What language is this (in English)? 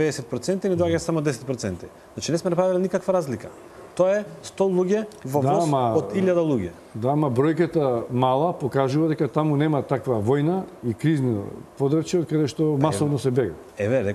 Macedonian